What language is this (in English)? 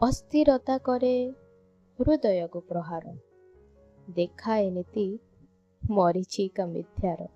Odia